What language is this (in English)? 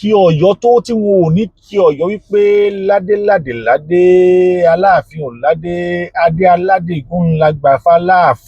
Yoruba